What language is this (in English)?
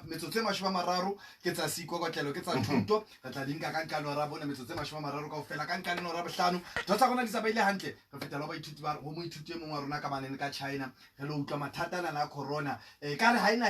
Southern Sotho